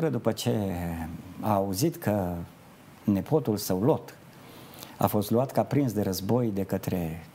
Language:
Romanian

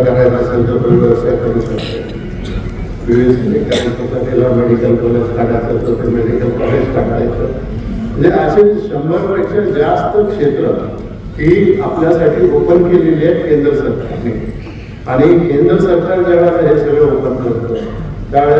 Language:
Marathi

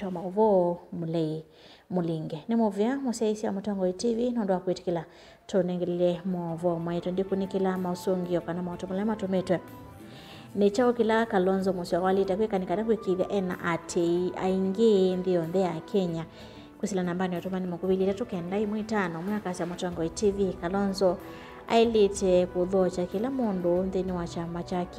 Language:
Kamba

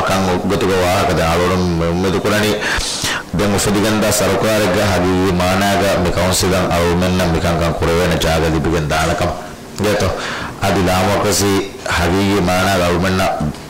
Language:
Divehi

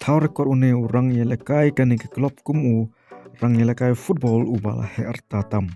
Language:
Khasi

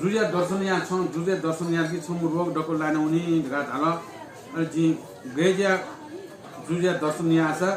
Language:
Newari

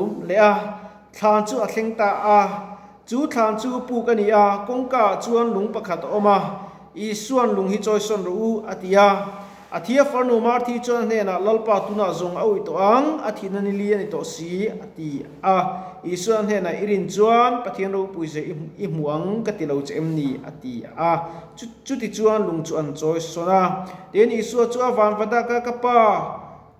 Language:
Mizo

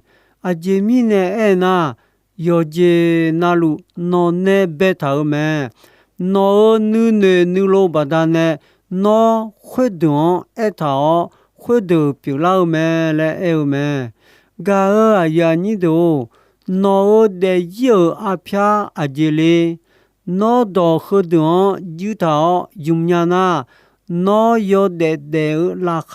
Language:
Akha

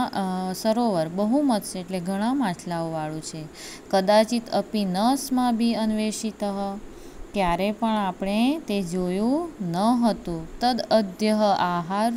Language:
Gujarati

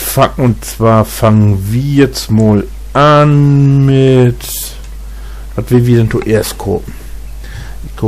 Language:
Low German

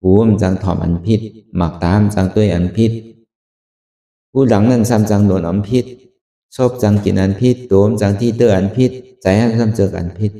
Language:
Shan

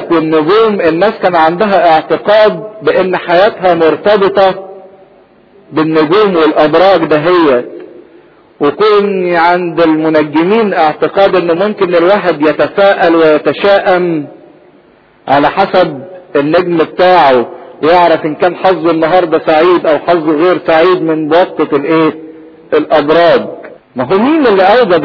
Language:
Egyptian Arabic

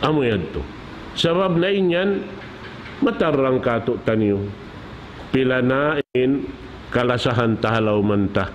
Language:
Tausug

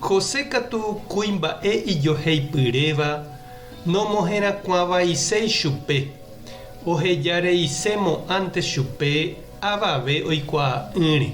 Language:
Guarani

